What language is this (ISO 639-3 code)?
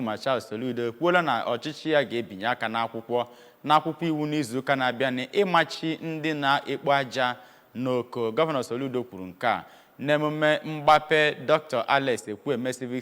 ibo